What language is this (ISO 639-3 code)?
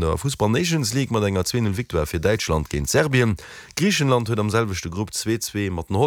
ltz